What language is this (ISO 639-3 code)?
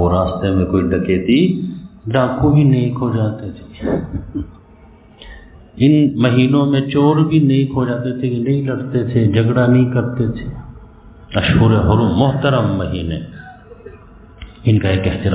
urd